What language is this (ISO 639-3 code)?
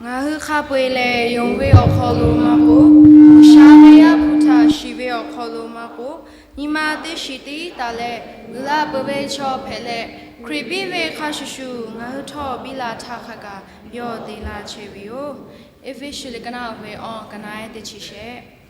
lhu